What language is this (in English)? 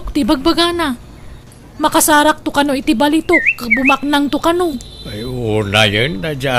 Iloko